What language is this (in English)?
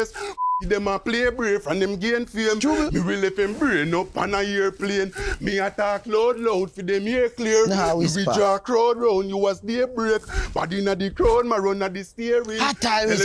Jamaican Creole English